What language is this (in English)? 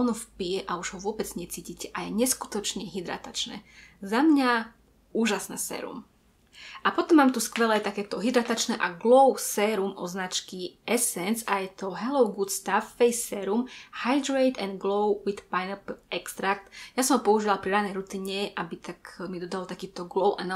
Slovak